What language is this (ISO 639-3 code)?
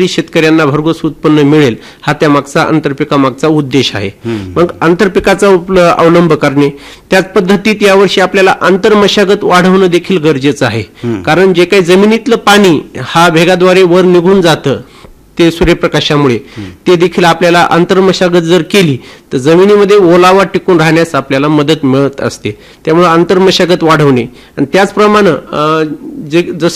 mar